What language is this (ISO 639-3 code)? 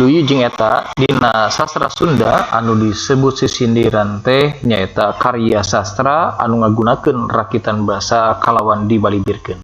sun